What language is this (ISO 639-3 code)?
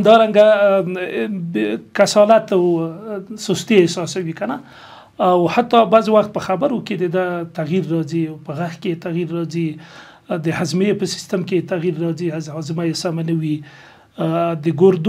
pus